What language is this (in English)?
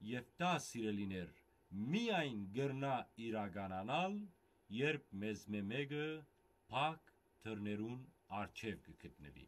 Western Armenian